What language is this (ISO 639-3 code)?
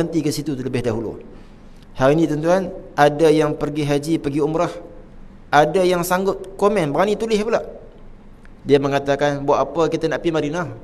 msa